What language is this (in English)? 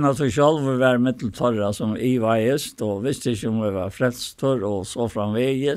Faroese